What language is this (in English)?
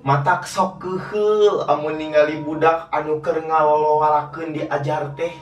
Sundanese